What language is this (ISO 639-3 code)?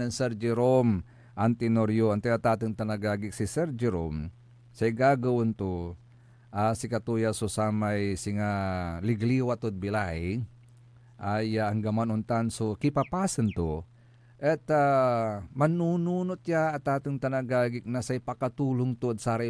pag